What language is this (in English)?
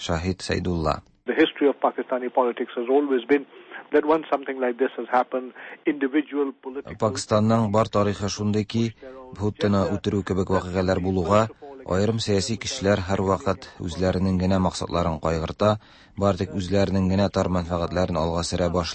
Tatar